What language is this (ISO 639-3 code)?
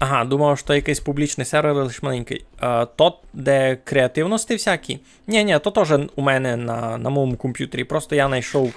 rue